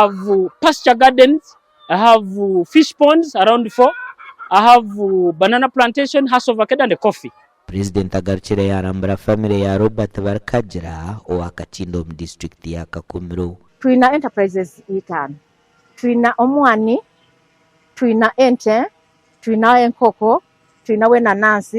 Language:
Nyankole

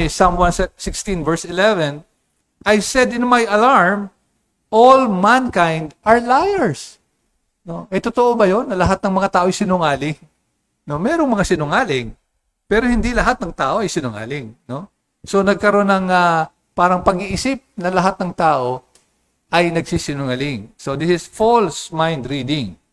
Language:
Filipino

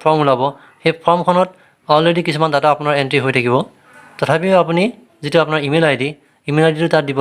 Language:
Assamese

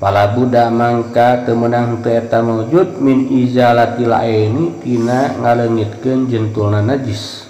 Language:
Sundanese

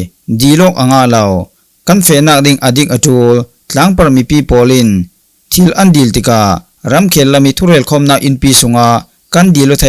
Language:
Falam Chin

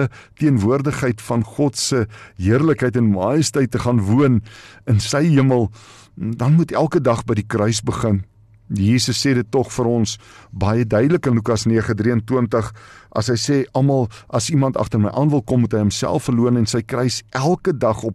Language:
Afrikaans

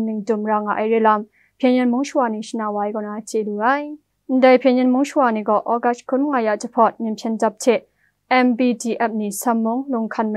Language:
Kachin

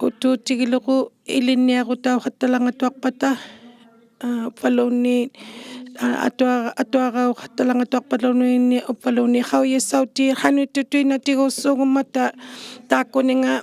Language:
Inuktitut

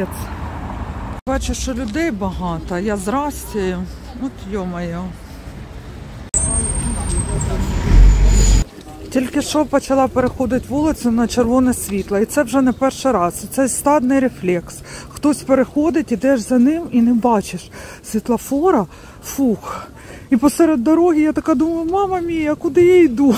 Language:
Ukrainian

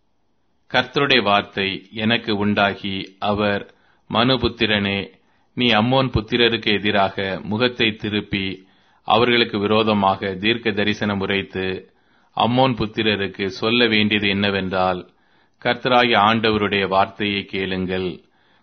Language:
Tamil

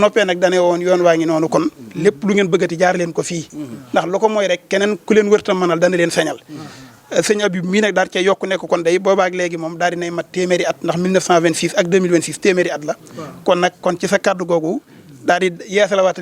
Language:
Wolof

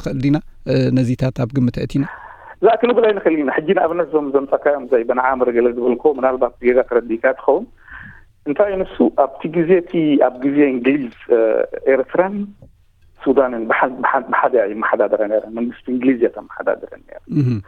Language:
Tigrinya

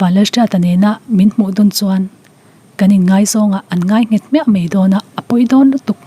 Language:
Mizo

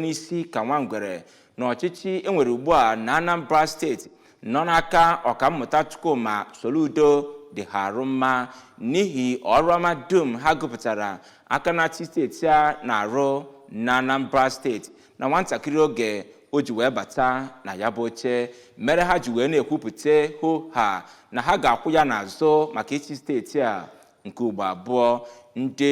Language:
Igbo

